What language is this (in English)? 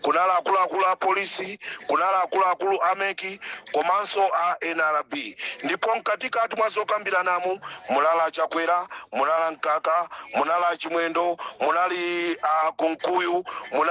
Nyanja